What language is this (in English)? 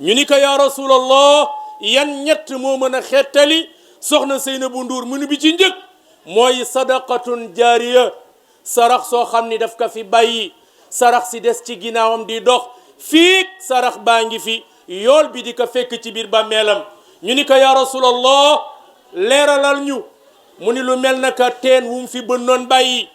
Wolof